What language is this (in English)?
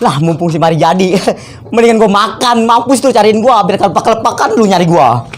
Betawi